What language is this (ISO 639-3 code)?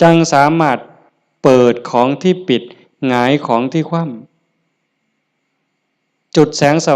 tts